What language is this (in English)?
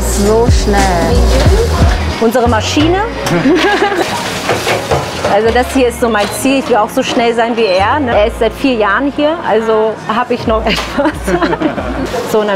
German